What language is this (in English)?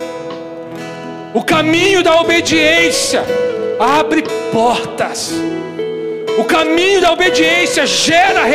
Portuguese